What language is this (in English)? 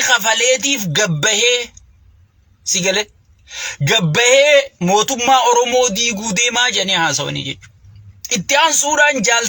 Oromo